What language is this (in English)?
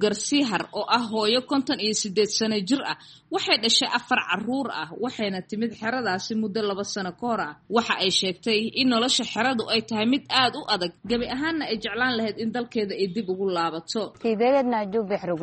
Somali